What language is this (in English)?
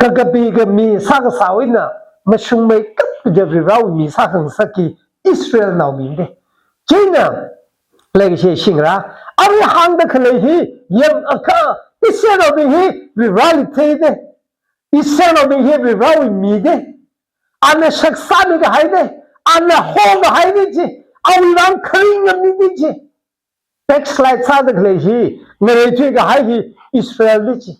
Tangkhul Naga (India)